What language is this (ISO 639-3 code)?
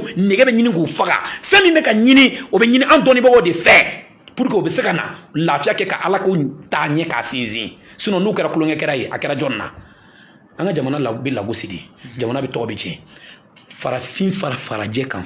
bam